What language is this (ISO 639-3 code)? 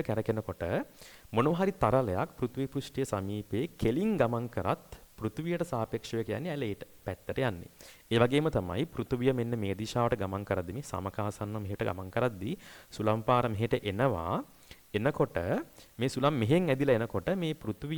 sin